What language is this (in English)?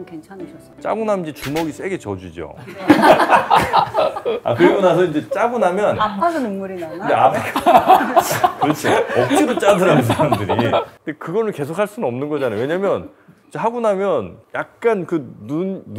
Korean